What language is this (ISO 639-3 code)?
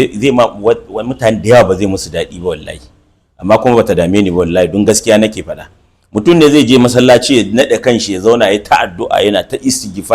hau